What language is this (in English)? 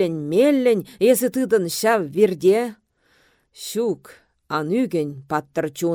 Chuvash